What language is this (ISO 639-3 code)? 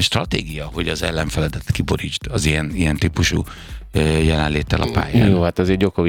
hun